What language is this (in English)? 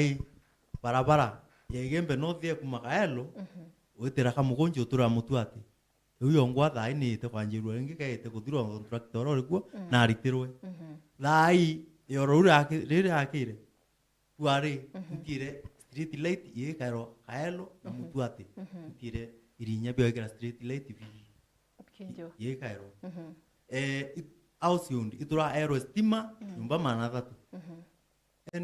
Meru